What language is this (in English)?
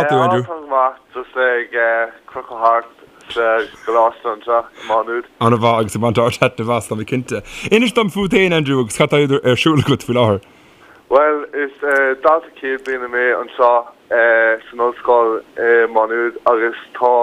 Irish